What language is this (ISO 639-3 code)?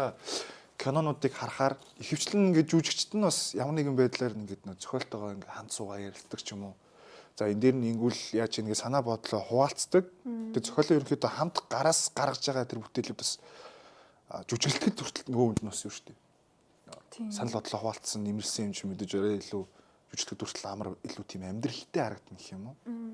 mon